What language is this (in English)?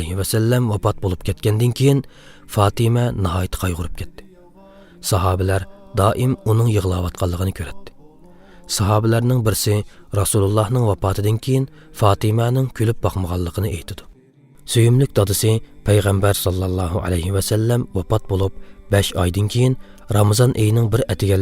Uyghur